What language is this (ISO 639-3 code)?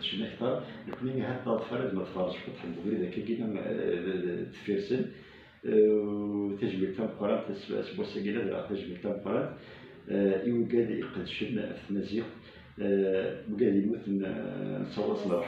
kab